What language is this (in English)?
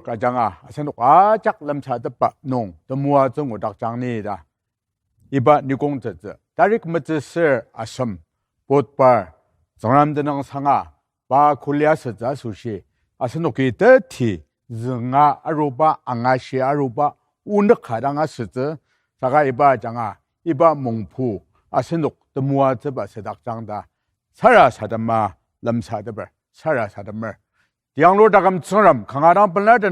Ao Naga